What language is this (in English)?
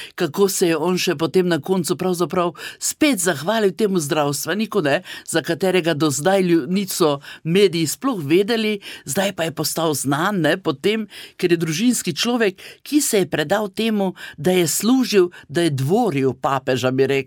Slovenian